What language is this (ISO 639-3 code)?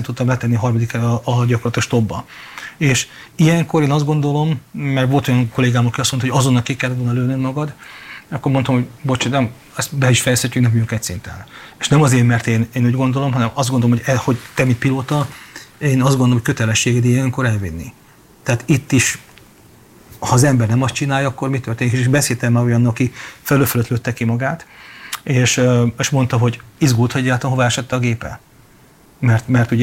hun